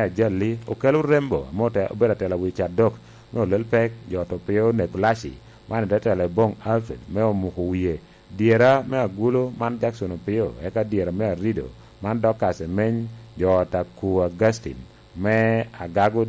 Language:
Lango (Uganda)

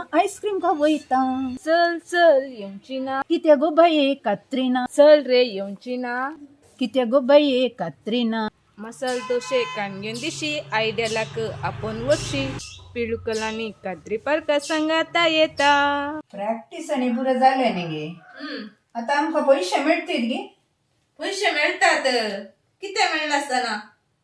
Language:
Konkani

